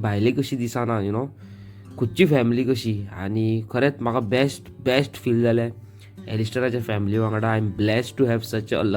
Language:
Konkani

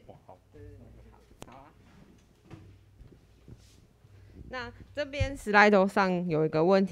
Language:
Chinese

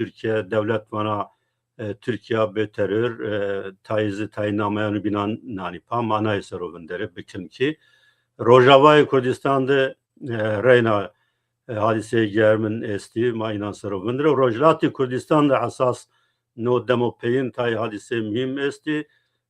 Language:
Zaza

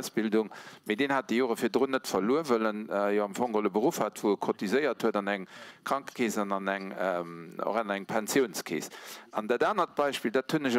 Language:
Luxembourgish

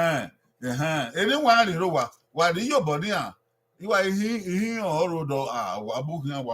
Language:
Bini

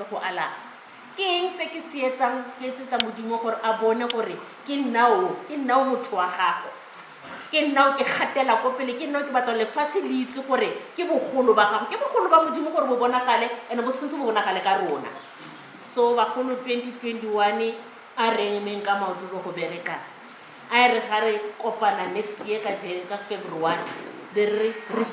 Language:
Tswana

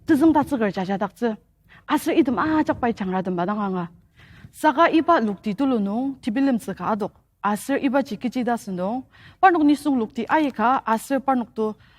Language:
Ao Naga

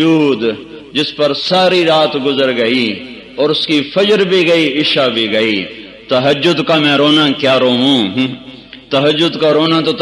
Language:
Urdu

